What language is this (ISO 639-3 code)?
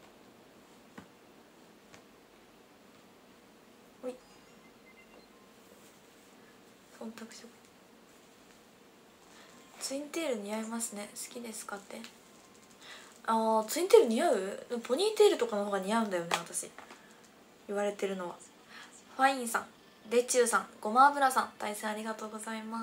jpn